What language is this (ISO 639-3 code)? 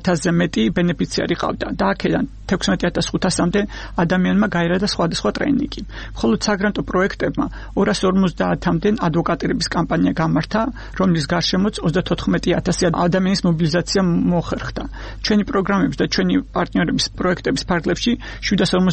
kat